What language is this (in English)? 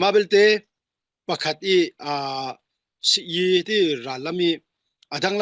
Falam Chin